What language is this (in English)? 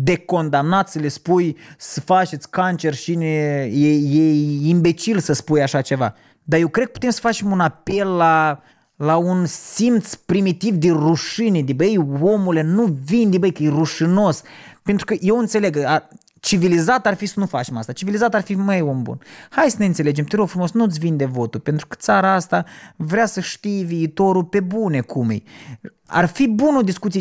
Romanian